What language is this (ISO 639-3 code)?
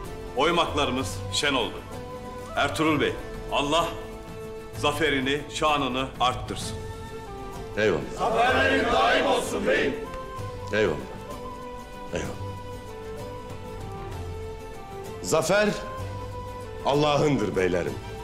tur